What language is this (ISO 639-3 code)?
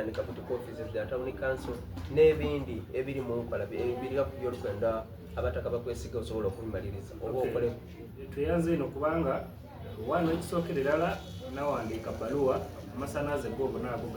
xog